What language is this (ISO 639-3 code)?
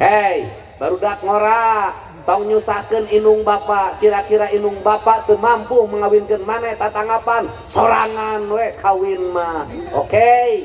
sun